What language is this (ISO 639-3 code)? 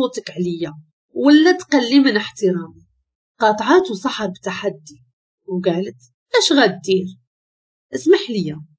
ary